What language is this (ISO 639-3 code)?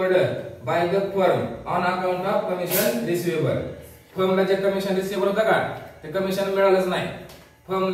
mar